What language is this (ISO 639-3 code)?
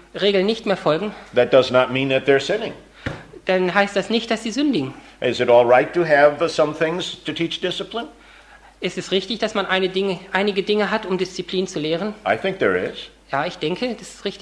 deu